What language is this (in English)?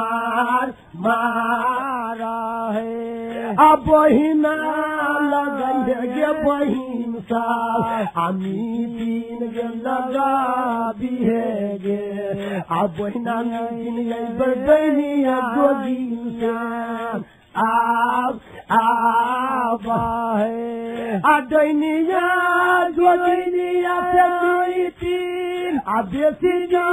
Maithili